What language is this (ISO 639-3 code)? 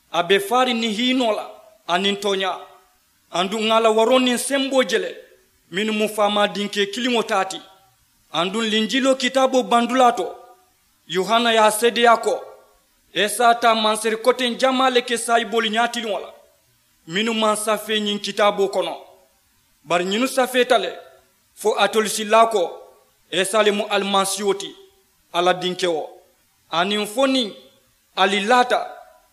man